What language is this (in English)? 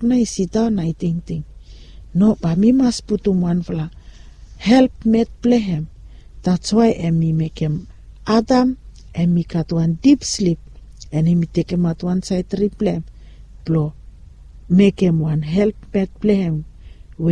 Bislama